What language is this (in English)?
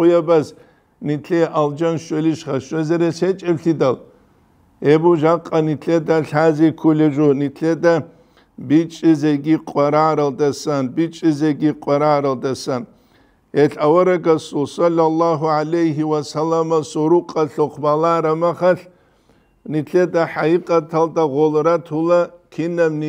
Avaric